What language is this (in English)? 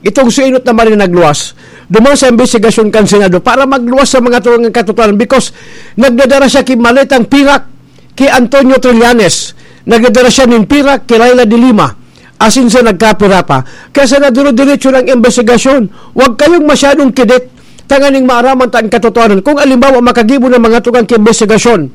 Bikol